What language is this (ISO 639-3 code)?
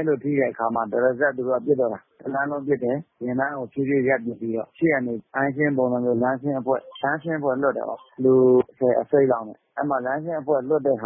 mya